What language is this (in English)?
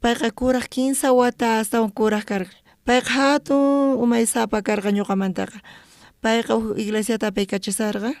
South Bolivian Quechua